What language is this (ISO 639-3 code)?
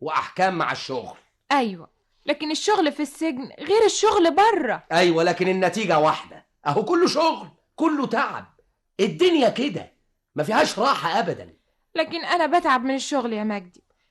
arz